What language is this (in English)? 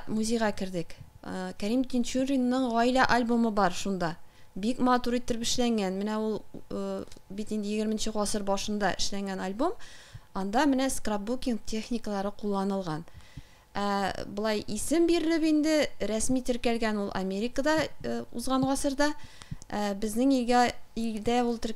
Tatar